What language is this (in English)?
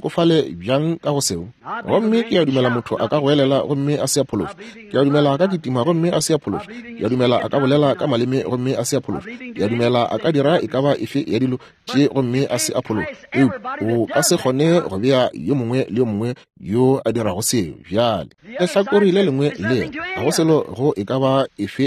Northern Sotho